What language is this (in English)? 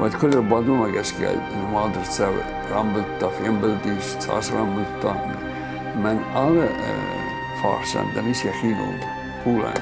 Ossetic